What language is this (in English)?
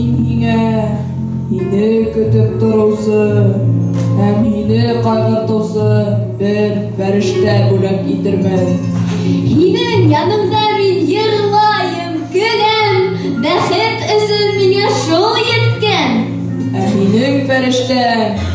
Bashkir